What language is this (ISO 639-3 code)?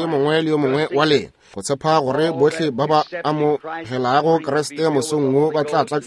nso